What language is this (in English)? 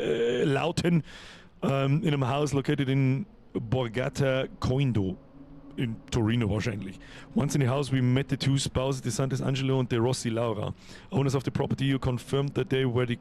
Bavarian